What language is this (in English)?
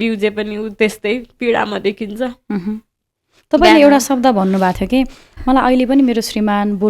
Nepali